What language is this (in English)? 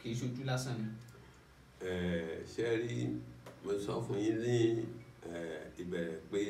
Yoruba